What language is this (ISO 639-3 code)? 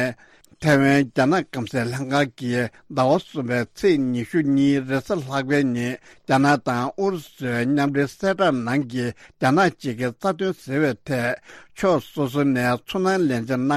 bod